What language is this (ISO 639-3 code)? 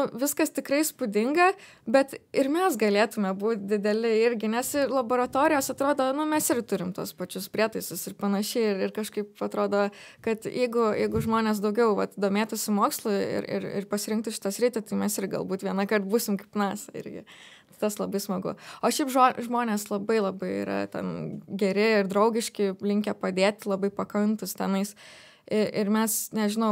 lit